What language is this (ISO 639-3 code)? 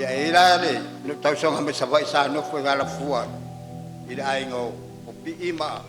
smo